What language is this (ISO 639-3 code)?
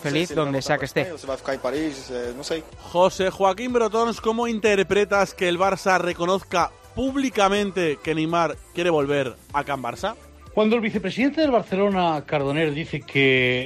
spa